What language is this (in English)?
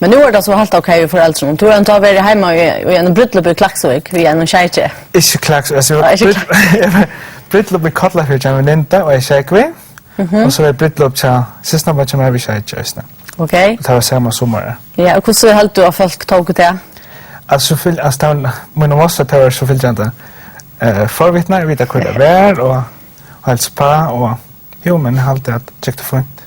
Faroese